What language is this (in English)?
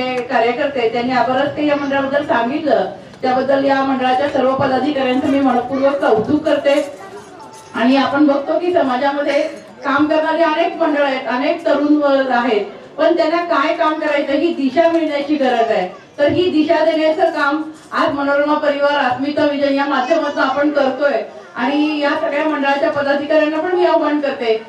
Marathi